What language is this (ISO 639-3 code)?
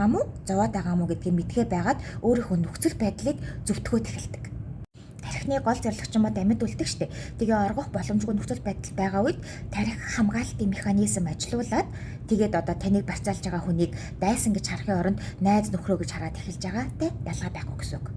mon